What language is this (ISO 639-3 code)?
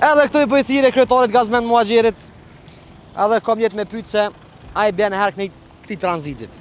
sqi